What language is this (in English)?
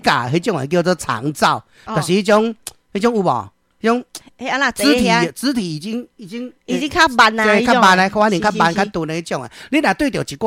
Min Nan Chinese